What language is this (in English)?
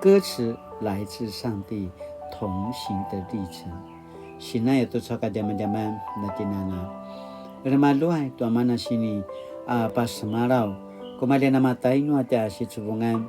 Paiwan